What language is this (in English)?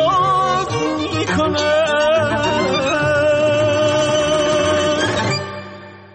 Persian